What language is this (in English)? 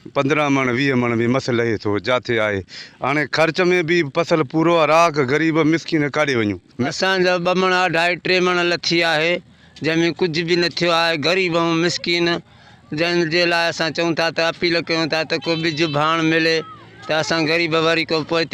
Sindhi